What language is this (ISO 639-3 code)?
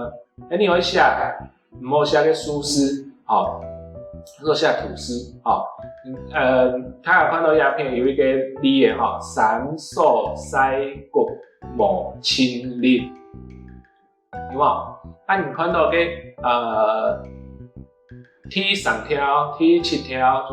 hak